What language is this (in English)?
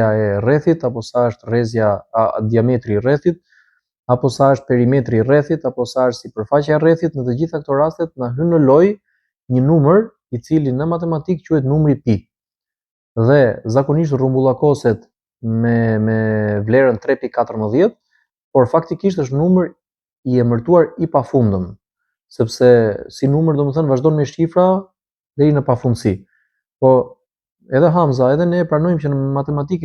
Albanian